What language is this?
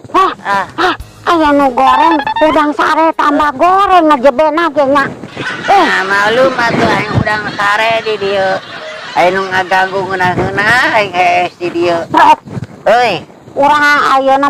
Sundanese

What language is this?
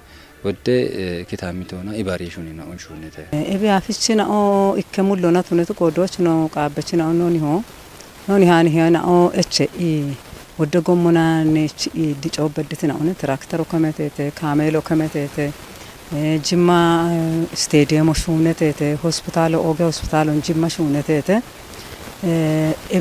Kafa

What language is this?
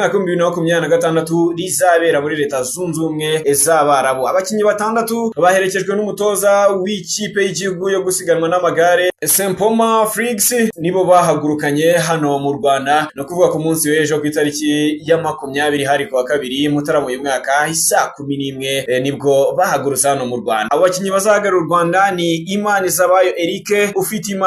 Kinyarwanda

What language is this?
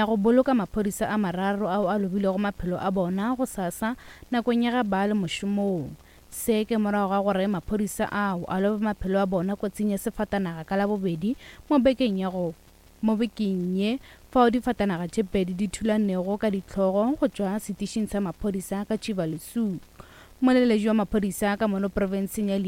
Northern Sotho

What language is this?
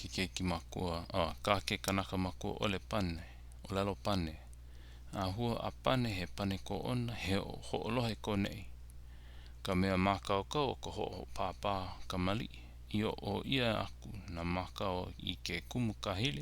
Hawaiian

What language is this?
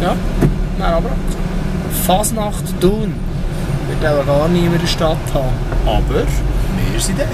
Swiss German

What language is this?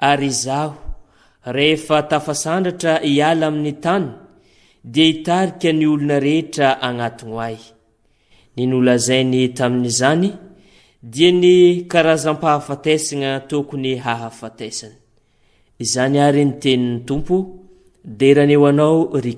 Malagasy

